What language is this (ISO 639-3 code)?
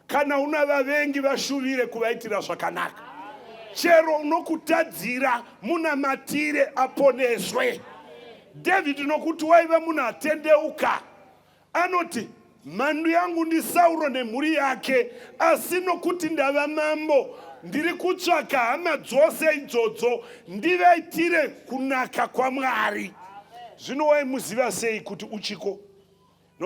sna